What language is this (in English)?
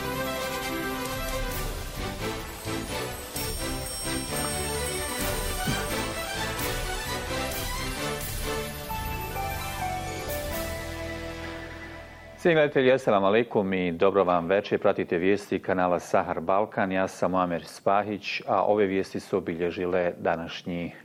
Bosnian